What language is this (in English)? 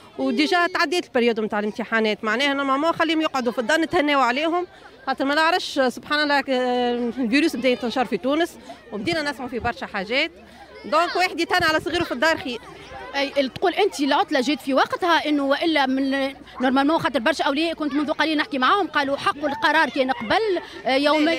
Tunisian Arabic